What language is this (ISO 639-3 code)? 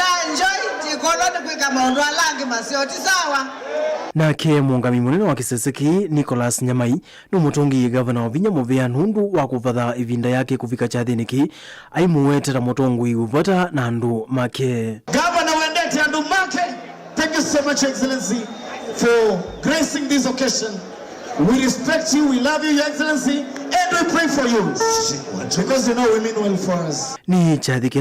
kam